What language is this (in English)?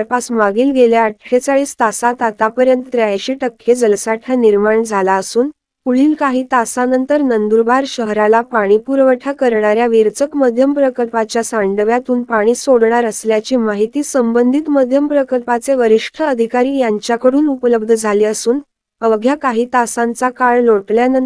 Marathi